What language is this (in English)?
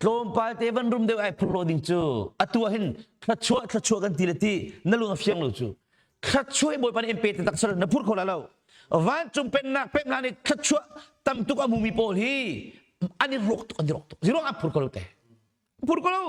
Hakha Chin